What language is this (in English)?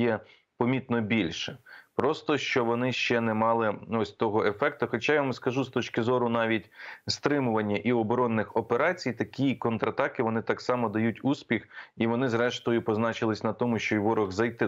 Ukrainian